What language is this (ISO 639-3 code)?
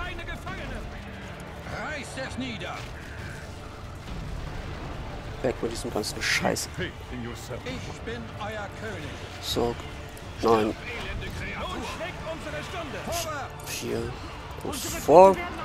deu